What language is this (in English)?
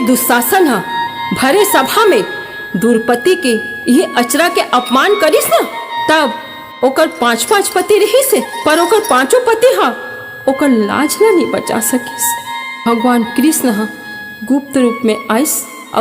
Chhattisgarhi